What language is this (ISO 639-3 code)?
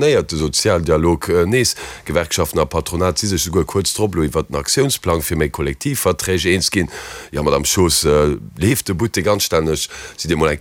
ltz